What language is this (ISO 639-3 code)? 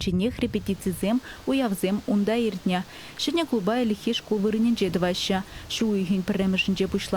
chv